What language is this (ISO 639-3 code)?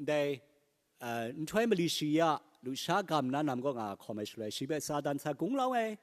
kac